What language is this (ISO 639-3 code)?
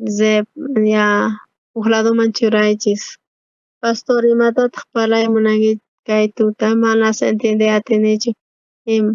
quh